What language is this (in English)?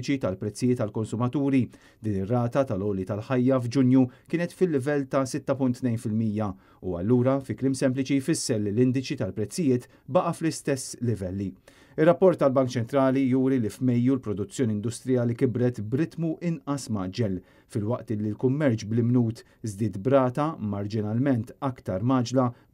Maltese